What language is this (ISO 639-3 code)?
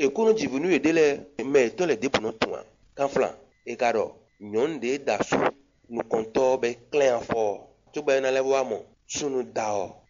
fon